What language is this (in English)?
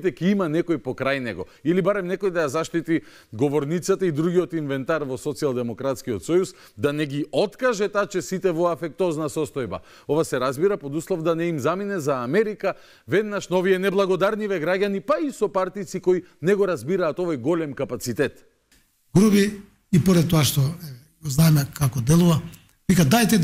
Macedonian